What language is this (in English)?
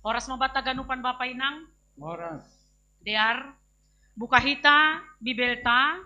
Batak Simalungun